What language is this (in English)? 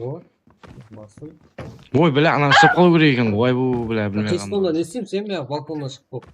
Kara-Kalpak